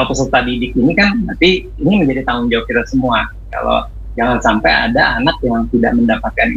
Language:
Indonesian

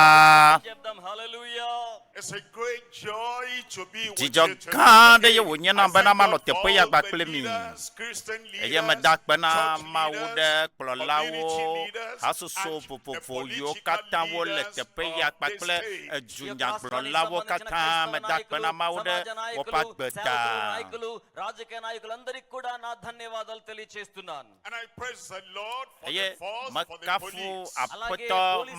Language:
Ewe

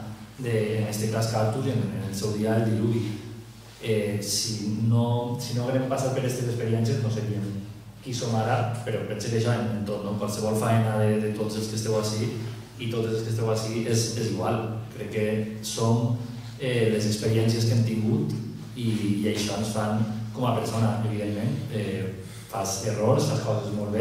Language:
Catalan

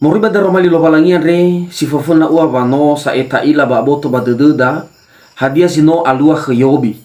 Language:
Nias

